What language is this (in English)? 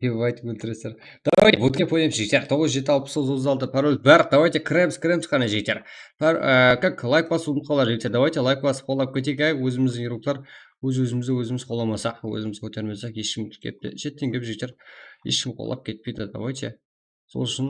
Kara-Kalpak